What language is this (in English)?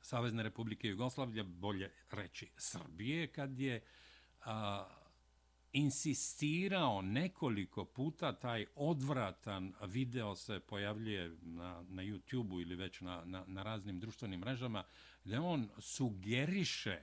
Serbian